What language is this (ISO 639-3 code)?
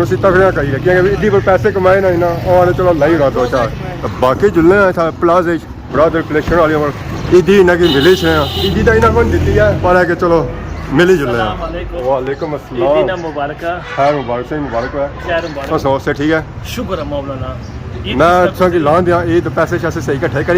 phr